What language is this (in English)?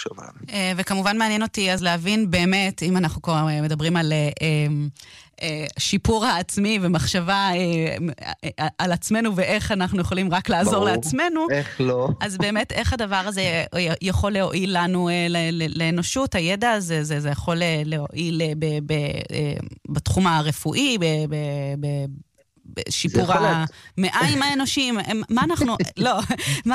Hebrew